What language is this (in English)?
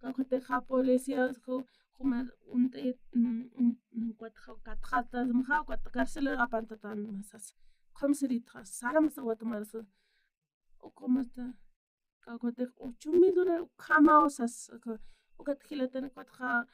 Aymara